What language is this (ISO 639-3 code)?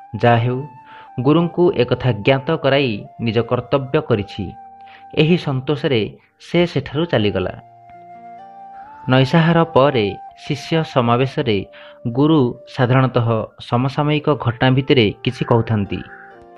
ori